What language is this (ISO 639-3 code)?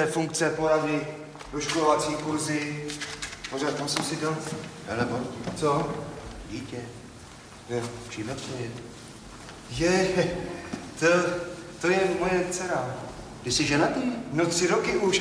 ces